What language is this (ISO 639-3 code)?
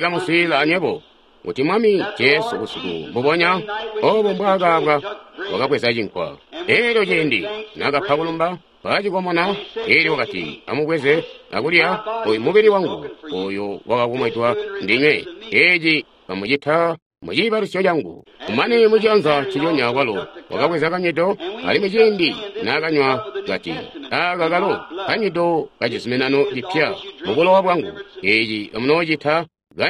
toi